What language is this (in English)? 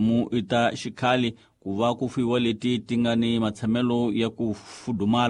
Tsonga